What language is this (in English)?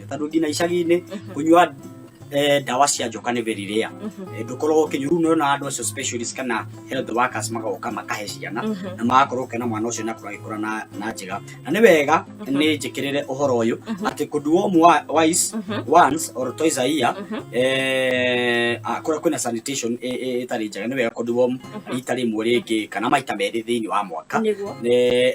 Kikuyu